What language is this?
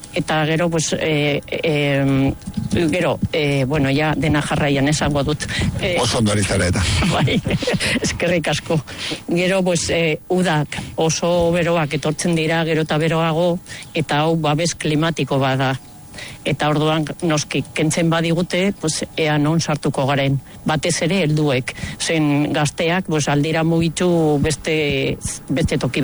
Basque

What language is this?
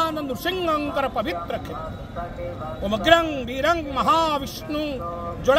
Odia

